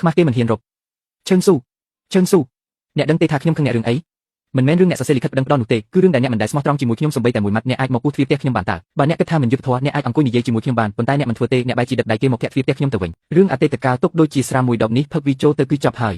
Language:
Khmer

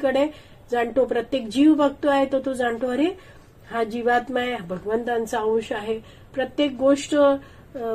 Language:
Marathi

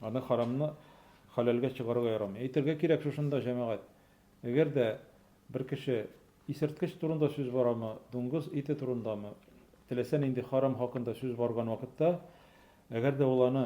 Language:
Tatar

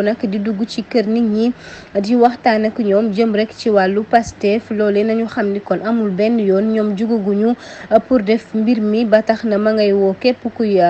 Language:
Wolof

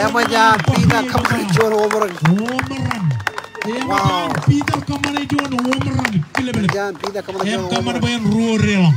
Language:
Marshallese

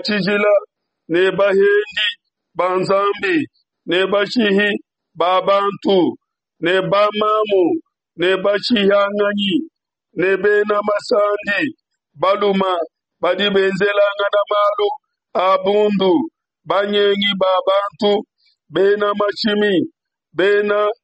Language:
Luba-Lulua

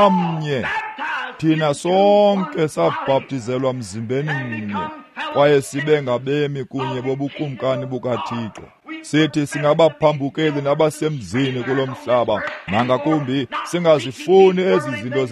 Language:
Xhosa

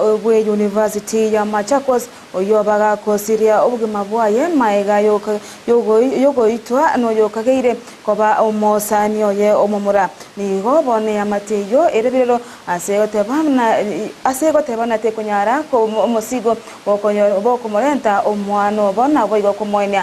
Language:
Gusii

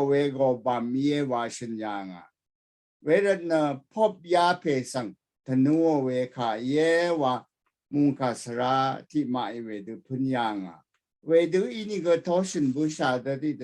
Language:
Rawang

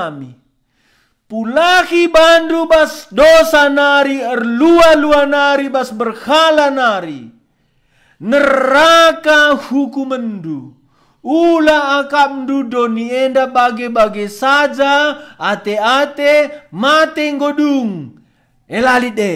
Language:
Batak Karo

